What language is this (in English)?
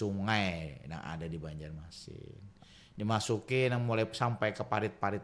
Banjar